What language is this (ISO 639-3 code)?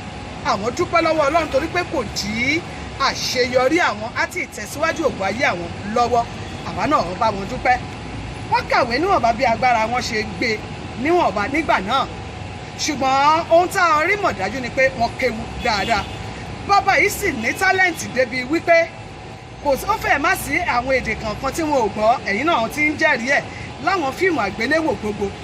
yor